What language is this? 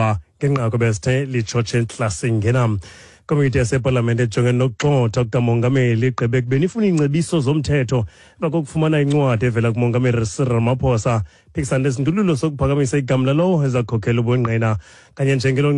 Xhosa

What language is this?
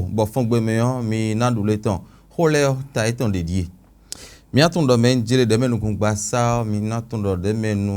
Fon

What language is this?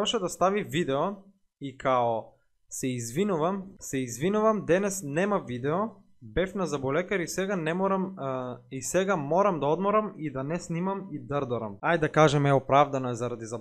Macedonian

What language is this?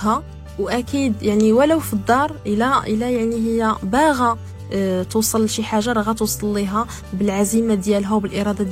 Moroccan Arabic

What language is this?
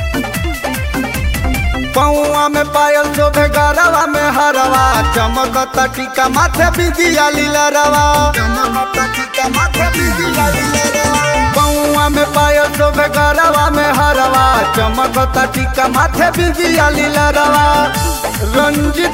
Bhojpuri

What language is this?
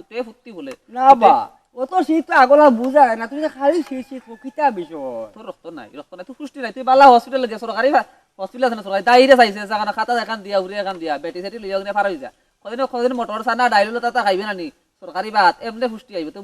Sylheti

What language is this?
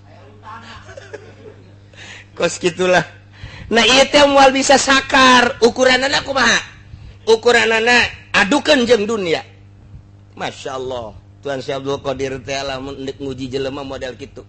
Sundanese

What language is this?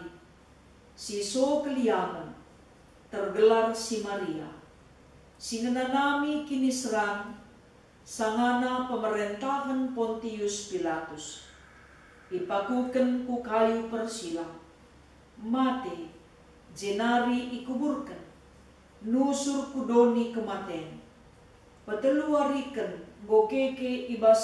Batak Karo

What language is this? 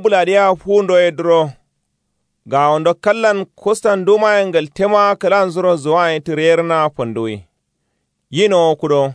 Kanuri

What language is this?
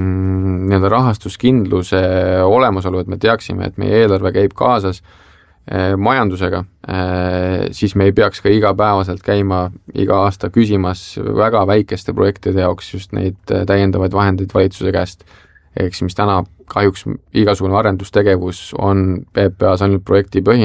Estonian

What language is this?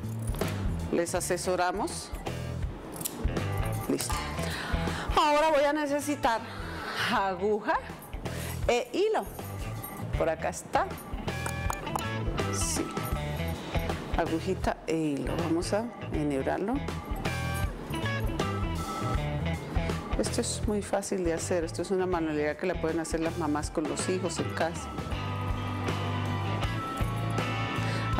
Spanish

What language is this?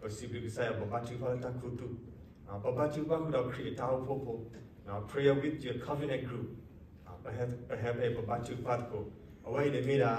S'gaw Karen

